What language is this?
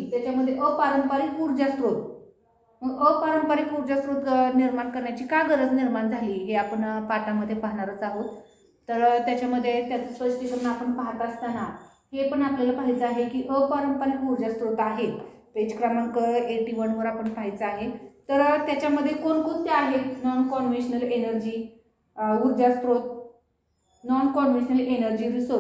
Marathi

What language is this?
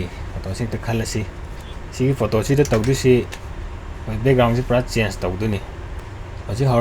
Manipuri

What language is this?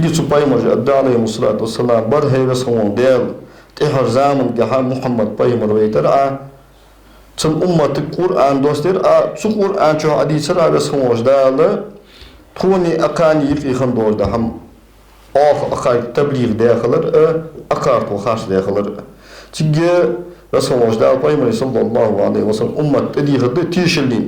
Ingush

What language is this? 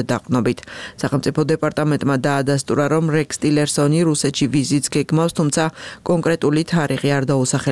Georgian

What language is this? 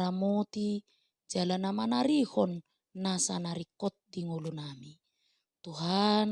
Batak Toba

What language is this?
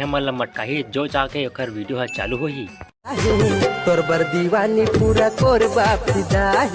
Chhattisgarhi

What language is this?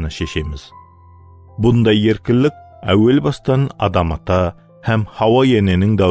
Kara-Kalpak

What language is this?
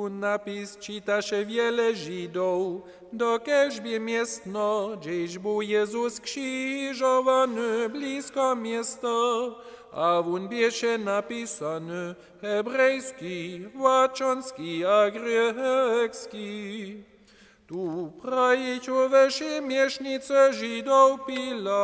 Upper Sorbian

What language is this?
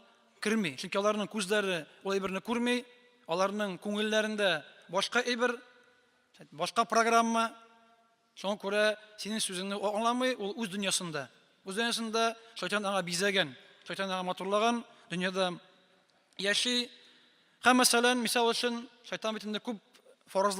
Tatar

